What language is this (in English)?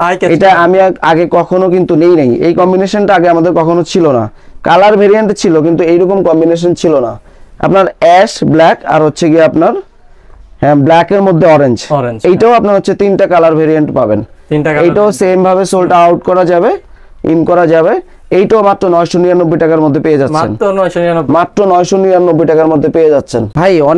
Bangla